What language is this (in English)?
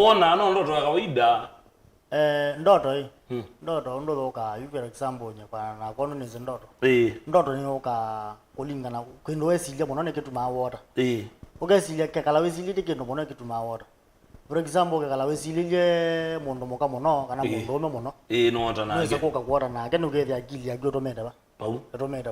Kamba